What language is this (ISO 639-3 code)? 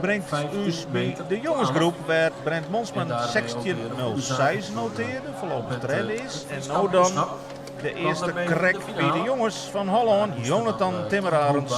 fry